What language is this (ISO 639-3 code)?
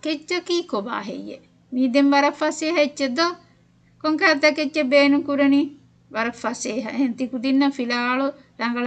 div